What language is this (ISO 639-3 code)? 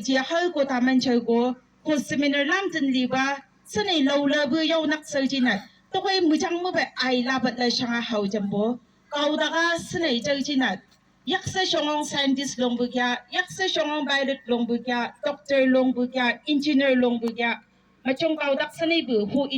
nbc